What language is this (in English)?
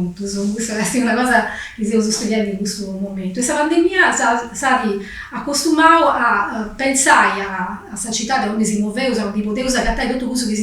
Sardinian